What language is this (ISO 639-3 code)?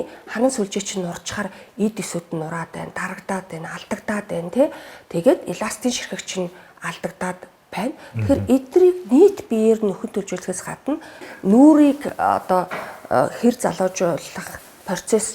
mon